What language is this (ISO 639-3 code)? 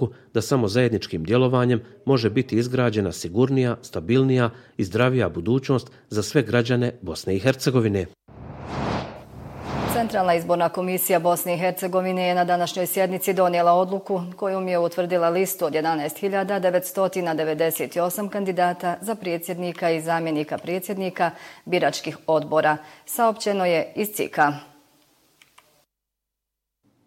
bos